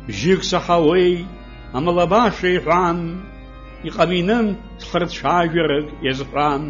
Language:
Abkhazian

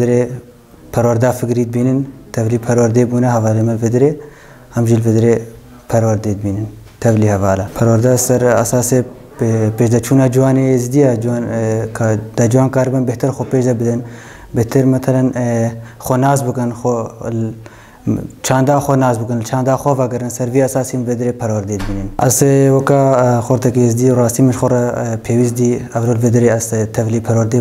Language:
Kurdish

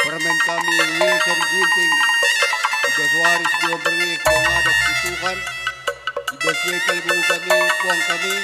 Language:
Batak Karo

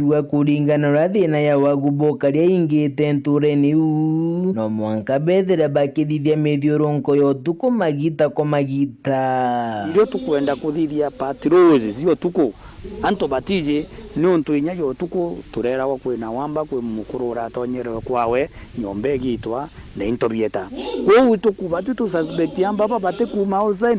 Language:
Meru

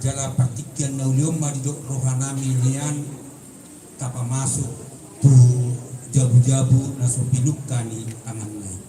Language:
Batak Toba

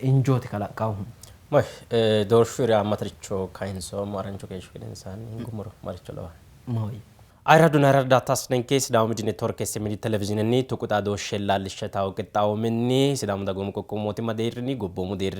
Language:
Sidamo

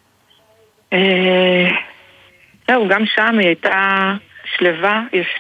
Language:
Hebrew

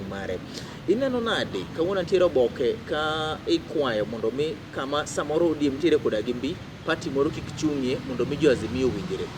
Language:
Luo (Kenya and Tanzania)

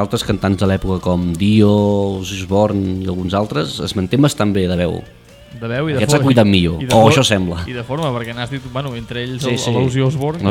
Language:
Catalan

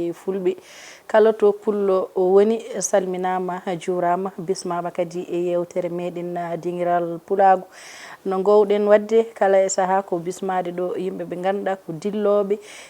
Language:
Fula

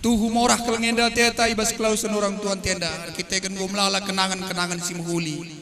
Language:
Batak Karo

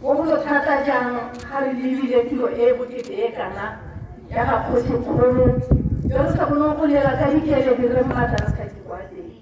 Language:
Tswana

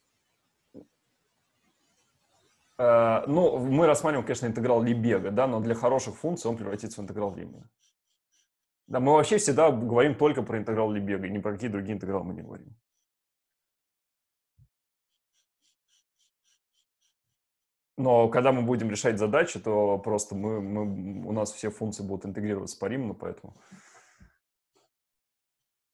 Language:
Russian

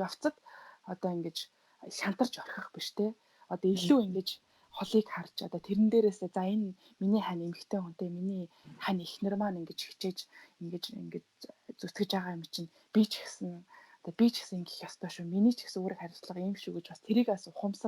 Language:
Mongolian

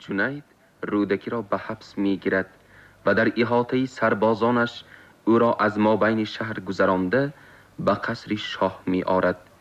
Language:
Tajik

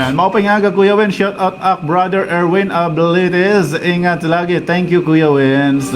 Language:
Waray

